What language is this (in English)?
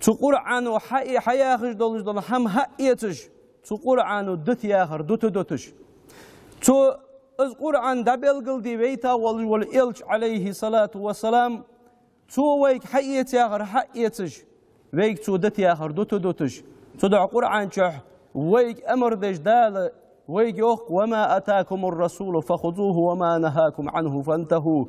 Ingush